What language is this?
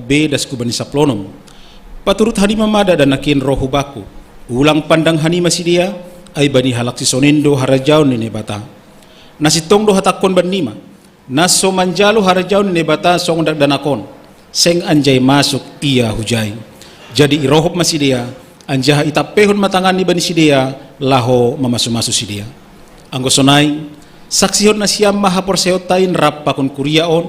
Batak Simalungun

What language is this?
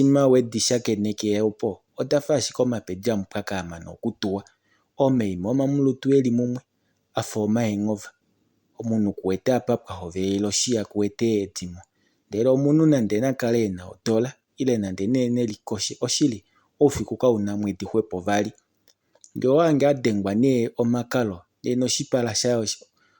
Kuanyama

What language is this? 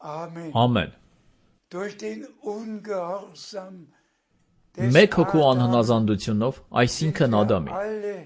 Armenian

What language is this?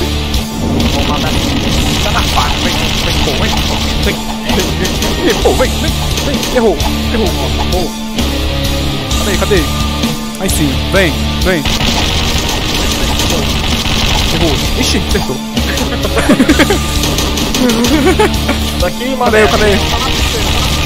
Portuguese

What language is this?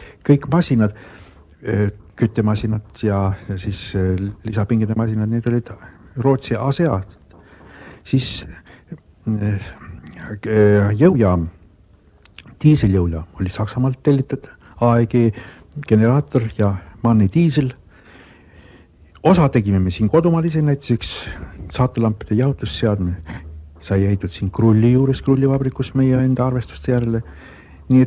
Estonian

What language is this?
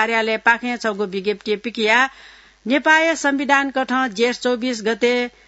Newari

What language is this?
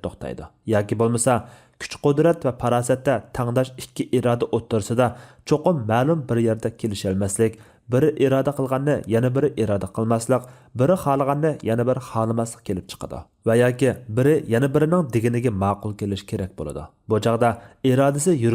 Uyghur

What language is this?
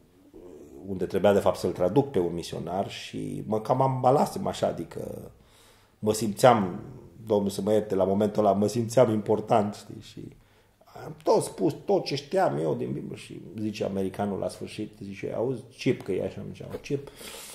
Romanian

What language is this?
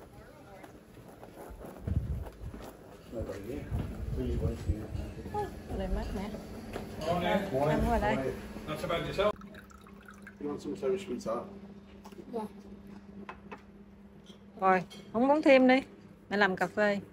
Vietnamese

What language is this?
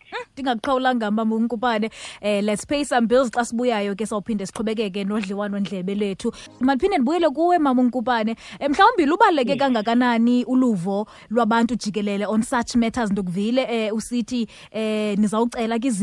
Xhosa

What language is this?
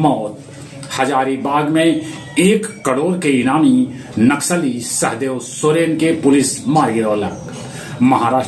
Magahi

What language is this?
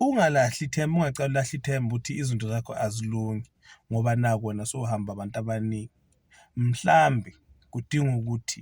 Zulu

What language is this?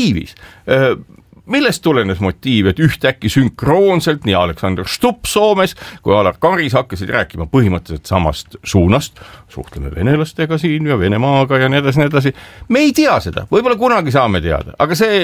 Estonian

